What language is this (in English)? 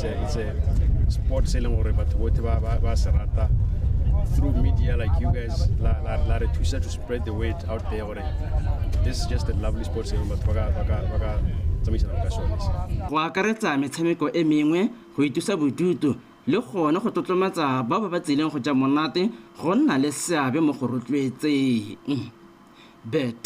Tswana